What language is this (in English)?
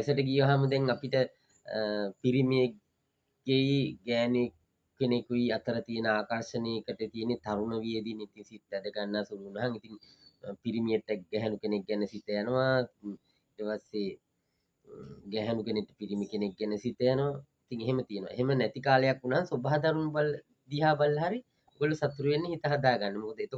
Sinhala